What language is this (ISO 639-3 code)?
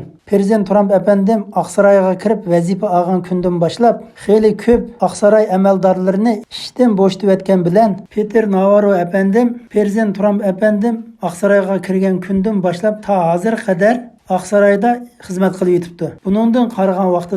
uig